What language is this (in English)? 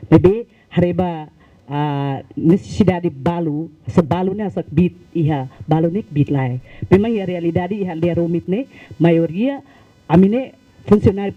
Tetum